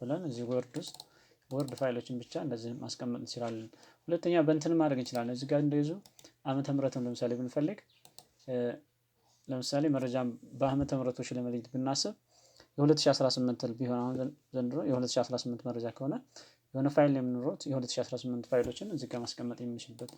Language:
Amharic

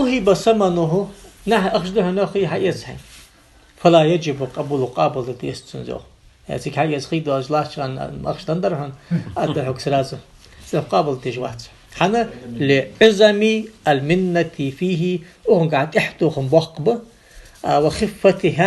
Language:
Ingush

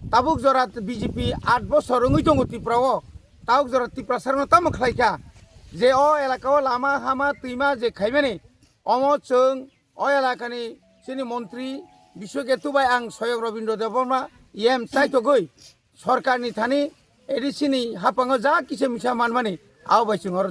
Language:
Kok Borok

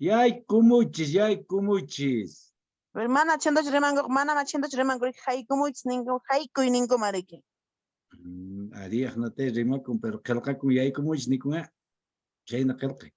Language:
Quechua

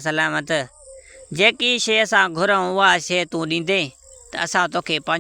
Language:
Sindhi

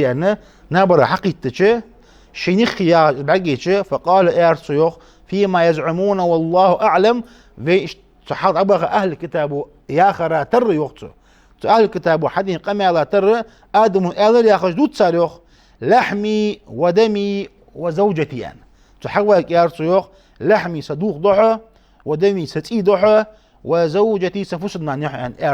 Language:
Ingush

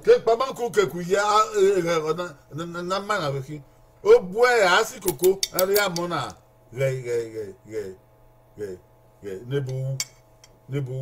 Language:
Bini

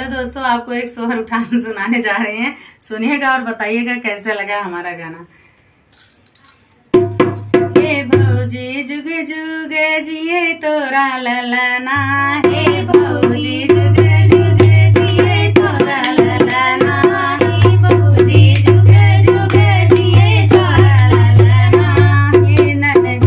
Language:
Bhojpuri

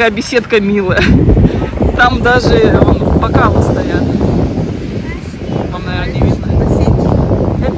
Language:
Russian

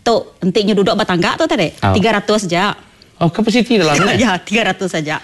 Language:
Iban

